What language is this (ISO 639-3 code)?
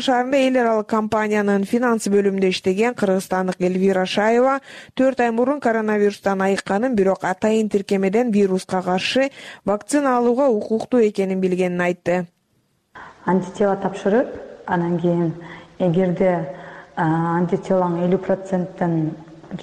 kir